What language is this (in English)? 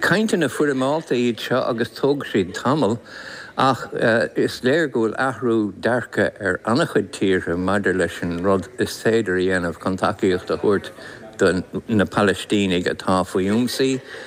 Irish